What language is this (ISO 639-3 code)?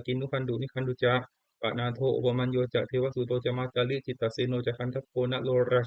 pli